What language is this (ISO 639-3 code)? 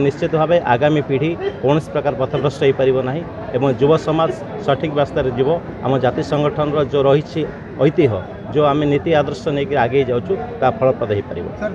ori